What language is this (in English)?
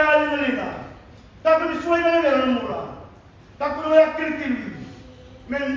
Fijian